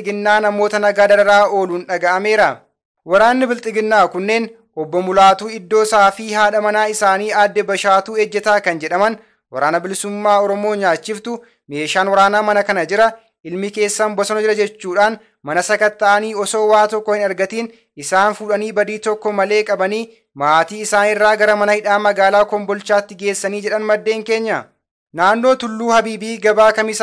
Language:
Oromo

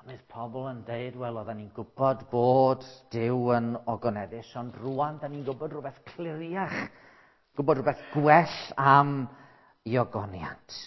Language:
Welsh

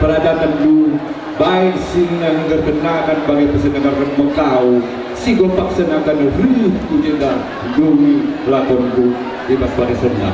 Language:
Batak Karo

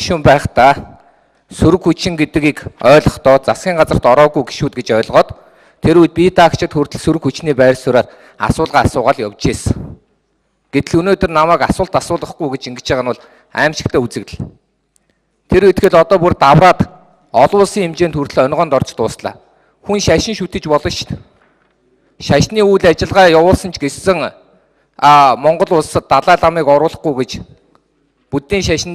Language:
Mongolian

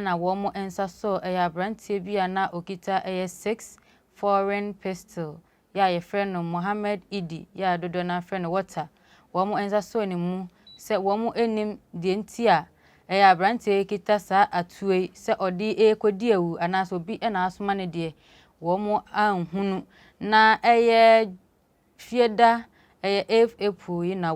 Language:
Akan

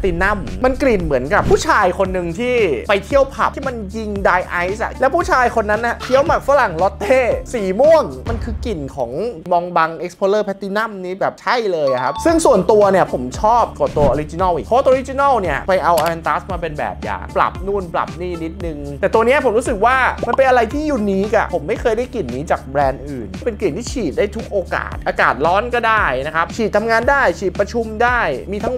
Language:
Thai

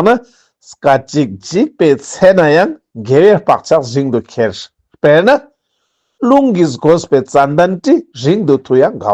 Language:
Ladakhi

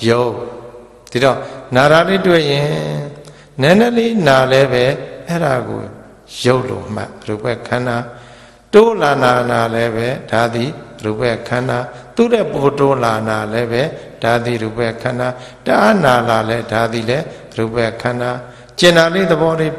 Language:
Burmese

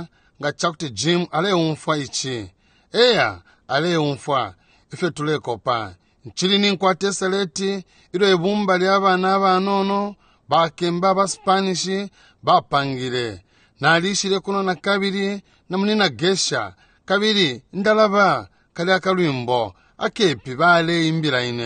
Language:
Bemba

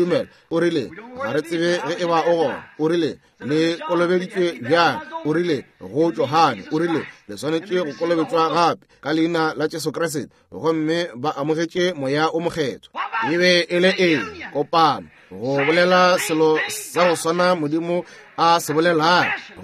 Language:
Northern Sotho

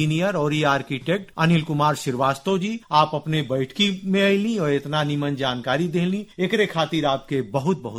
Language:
Bhojpuri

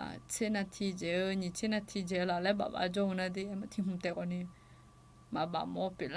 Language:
Akha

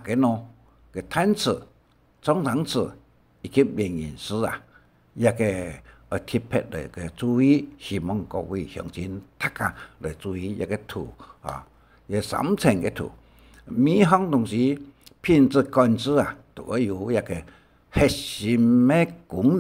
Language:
Hakka Chinese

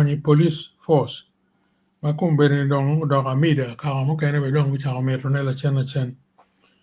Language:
Acoli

